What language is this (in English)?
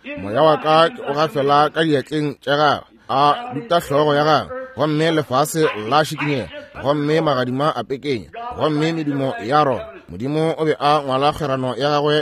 Northern Sotho